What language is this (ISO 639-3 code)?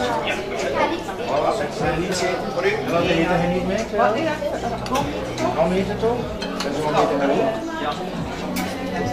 nld